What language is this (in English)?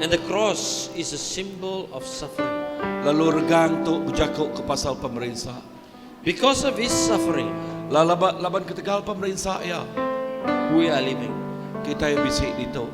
Iban